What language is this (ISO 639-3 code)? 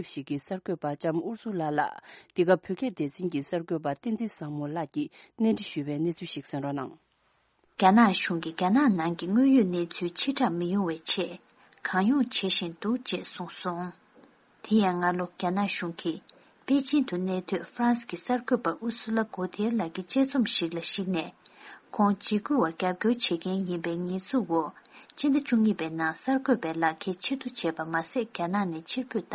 bod